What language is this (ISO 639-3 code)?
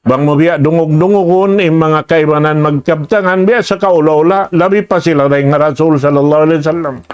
tsg